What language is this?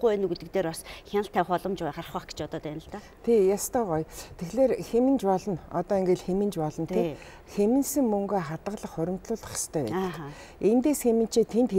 Mongolian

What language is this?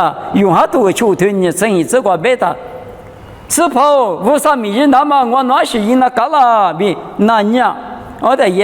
Lisu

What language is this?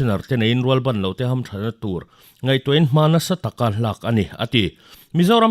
Mizo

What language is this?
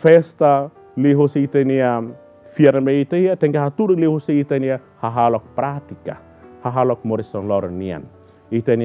Tetum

